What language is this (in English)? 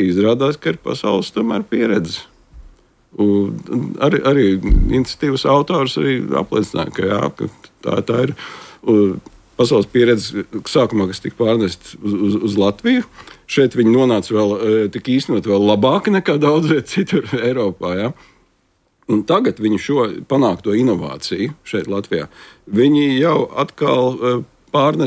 Latvian